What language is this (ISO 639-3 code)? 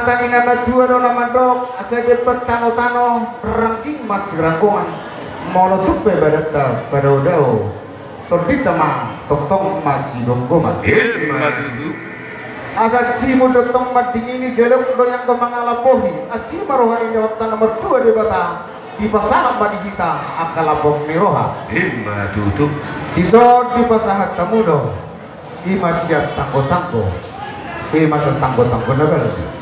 bbc